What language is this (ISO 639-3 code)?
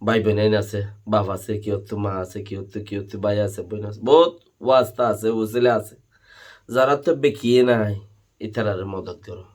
rhg